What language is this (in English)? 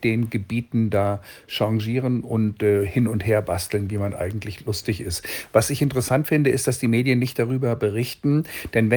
German